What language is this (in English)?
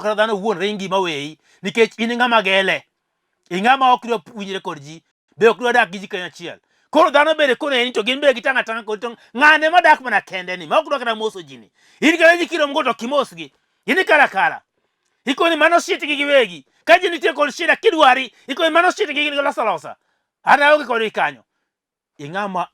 Luo (Kenya and Tanzania)